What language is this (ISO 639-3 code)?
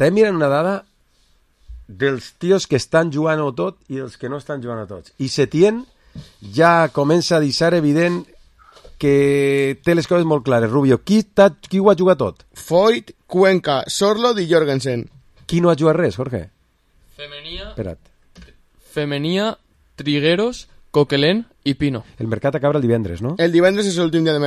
cat